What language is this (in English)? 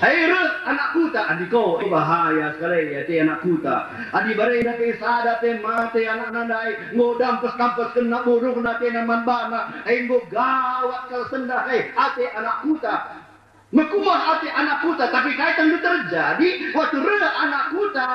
Batak Karo